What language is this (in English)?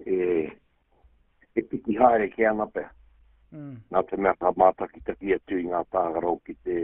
Māori